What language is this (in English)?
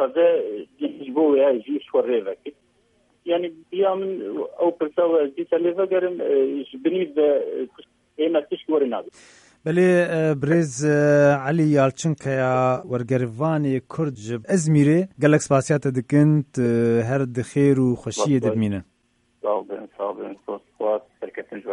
Kurdish